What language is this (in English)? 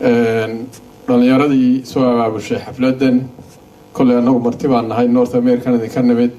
Somali